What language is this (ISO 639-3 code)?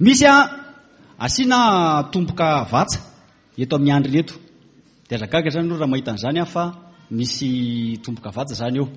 mlg